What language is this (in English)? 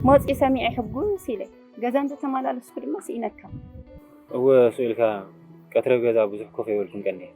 Tigrinya